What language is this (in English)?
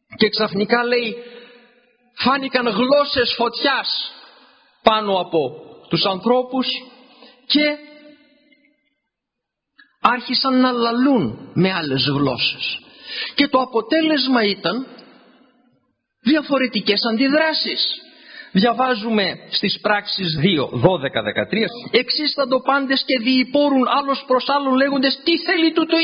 Greek